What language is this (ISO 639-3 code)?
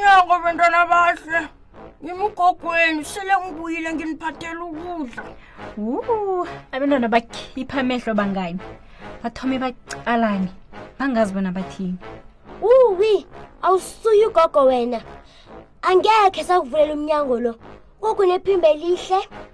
nbl